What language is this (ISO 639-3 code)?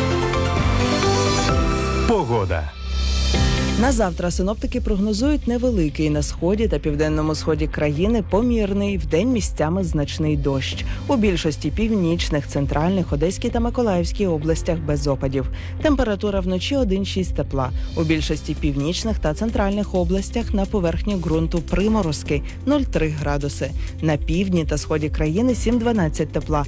ukr